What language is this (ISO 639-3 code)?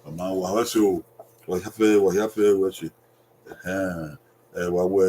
bin